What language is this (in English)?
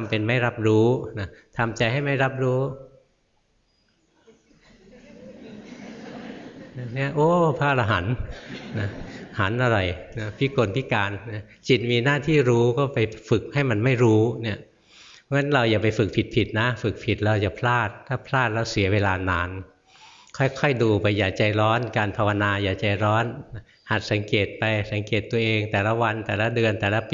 Thai